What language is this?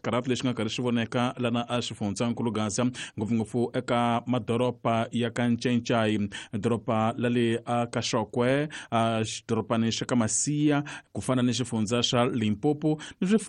Tsonga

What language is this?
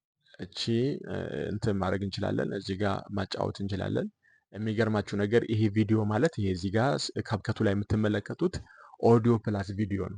Amharic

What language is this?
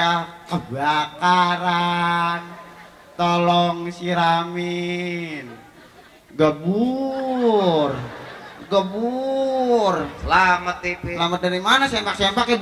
Betawi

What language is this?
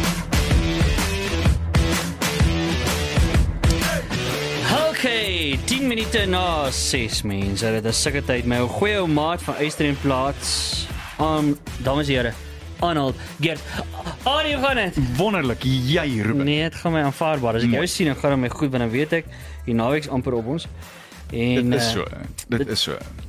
Afrikaans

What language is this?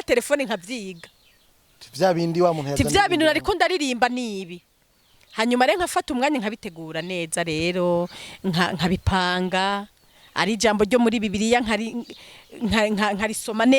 Rundi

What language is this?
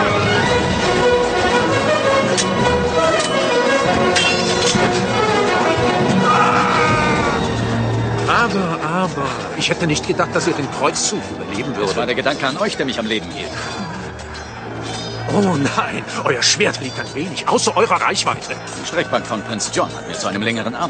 German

